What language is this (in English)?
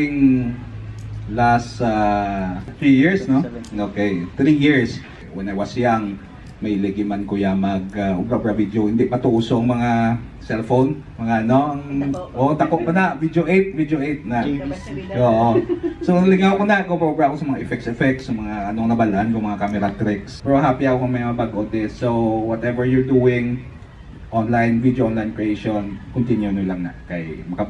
Hiligaynon